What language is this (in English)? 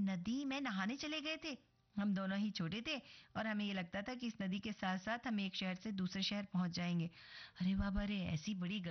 Hindi